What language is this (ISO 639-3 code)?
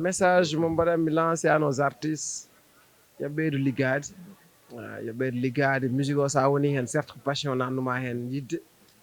ful